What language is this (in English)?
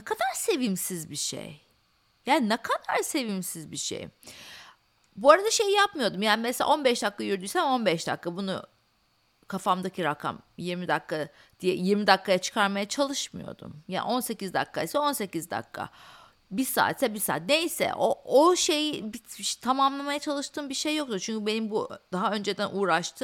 Turkish